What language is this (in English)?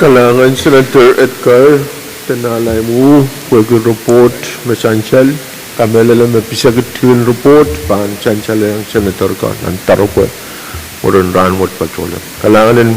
Pohnpeian